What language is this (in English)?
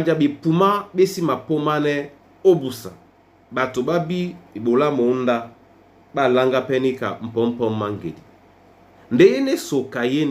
Duala